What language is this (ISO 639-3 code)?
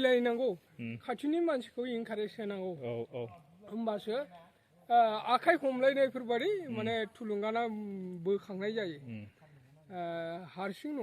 brx